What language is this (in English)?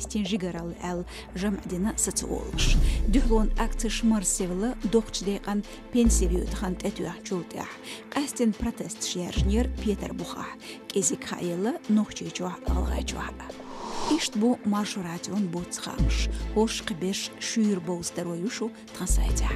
Chechen